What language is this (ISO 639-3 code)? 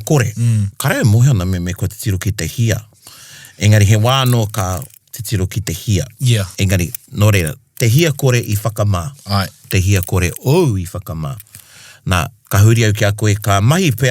mri